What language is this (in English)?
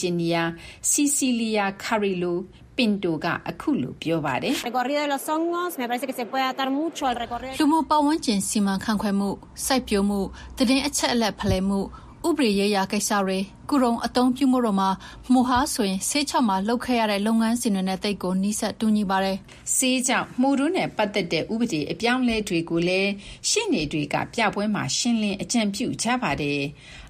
Burmese